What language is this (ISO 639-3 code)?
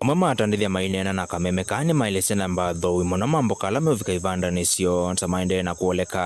kam